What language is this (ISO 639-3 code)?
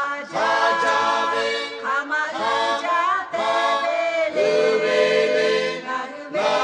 lhu